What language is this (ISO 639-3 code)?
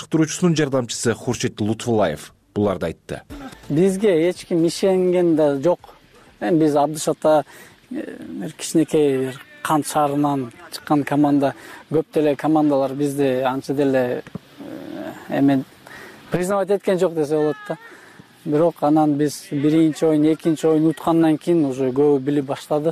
kir